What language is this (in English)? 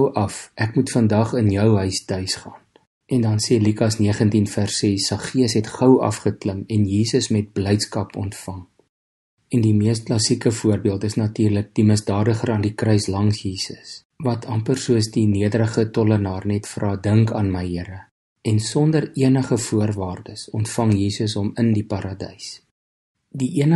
Afrikaans